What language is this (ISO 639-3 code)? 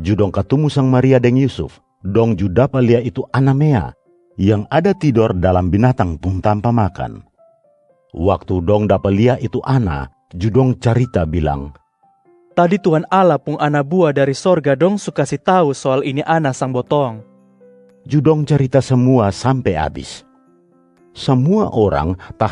mkn